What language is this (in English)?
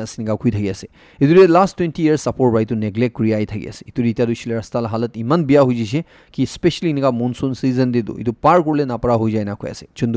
Naga Pidgin